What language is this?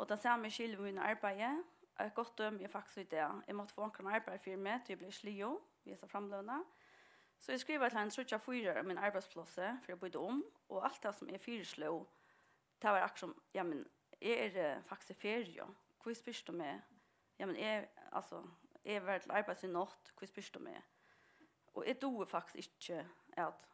Faroese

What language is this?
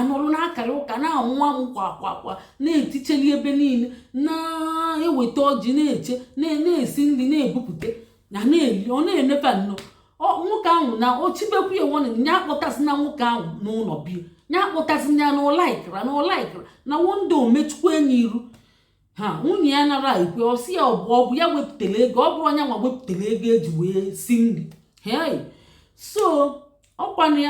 Igbo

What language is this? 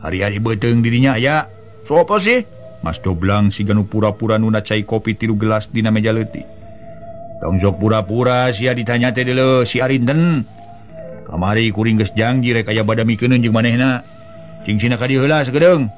Sundanese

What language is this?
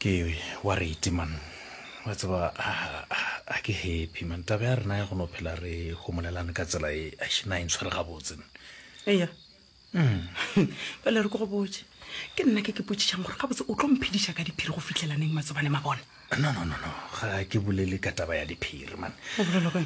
Northern Sotho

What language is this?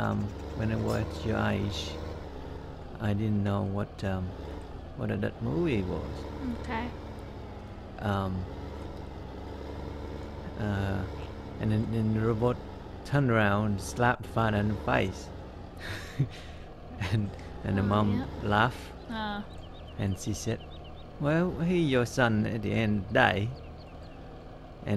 English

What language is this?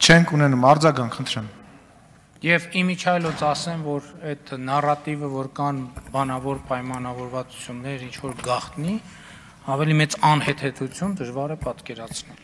Armenian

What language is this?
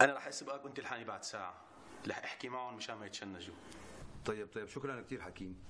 North Levantine Arabic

